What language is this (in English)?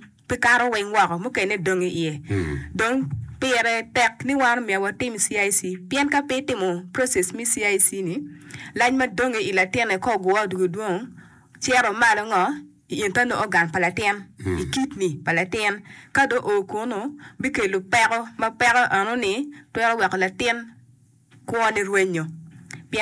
Acoli